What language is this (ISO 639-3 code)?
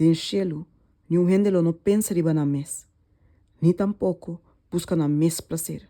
pap